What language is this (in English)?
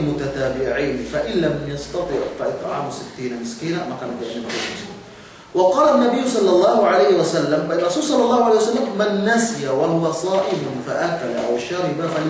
Yakan